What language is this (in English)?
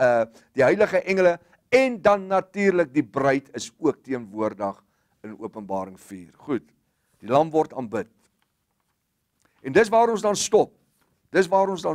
Afrikaans